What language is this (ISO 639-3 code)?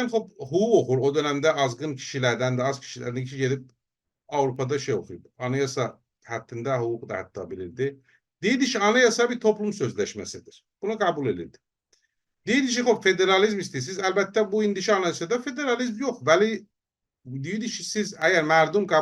azb